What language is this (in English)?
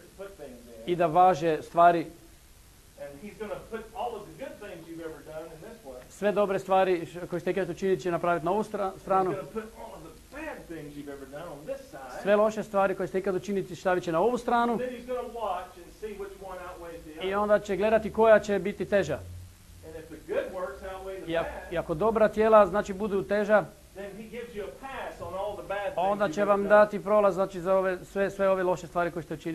Croatian